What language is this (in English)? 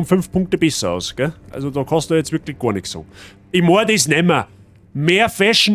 Bavarian